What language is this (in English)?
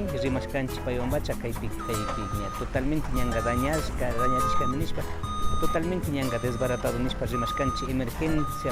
Imbabura Highland Quichua